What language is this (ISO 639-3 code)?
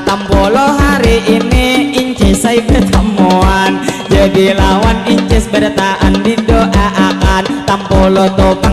bjn